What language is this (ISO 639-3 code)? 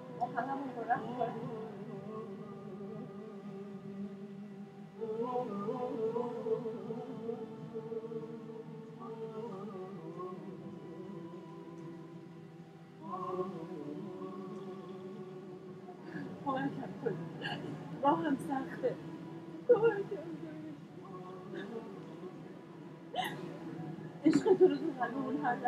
fas